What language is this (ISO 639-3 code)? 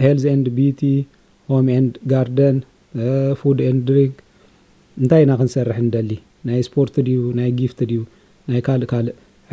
tir